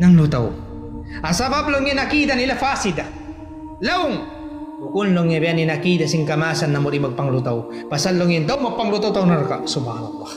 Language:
Tausug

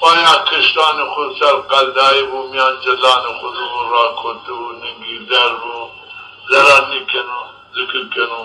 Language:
Zaza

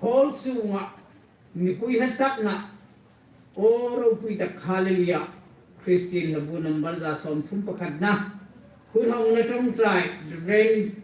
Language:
Hmar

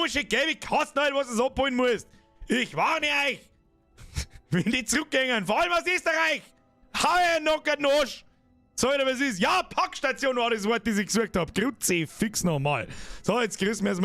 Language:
Bavarian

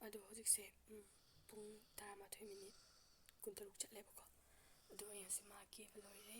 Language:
Manipuri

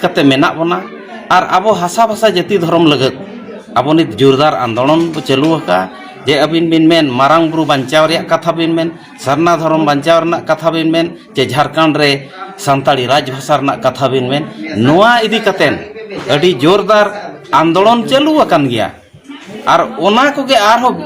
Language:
Santali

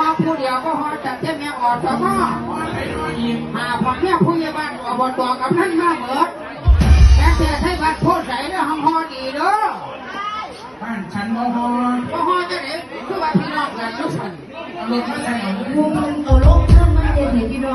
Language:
Lao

